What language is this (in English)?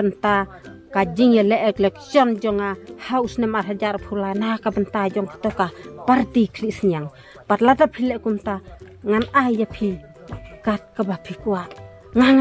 Khasi